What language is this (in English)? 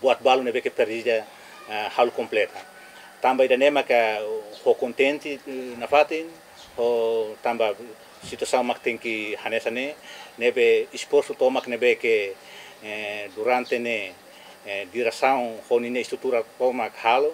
Tetum